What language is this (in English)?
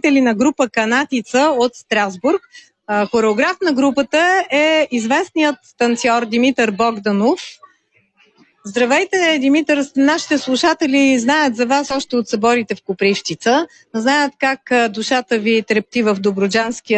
Bulgarian